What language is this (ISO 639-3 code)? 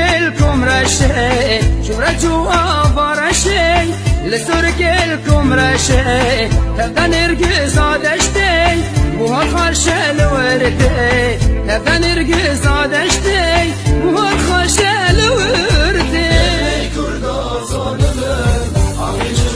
kur